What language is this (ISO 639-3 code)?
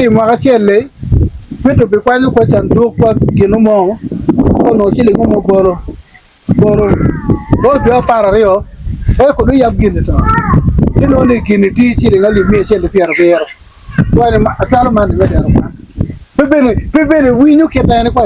ach